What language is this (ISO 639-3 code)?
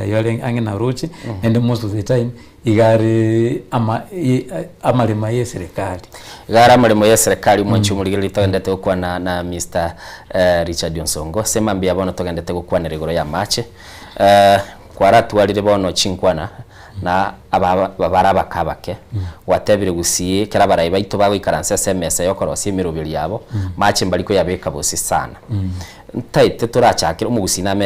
guz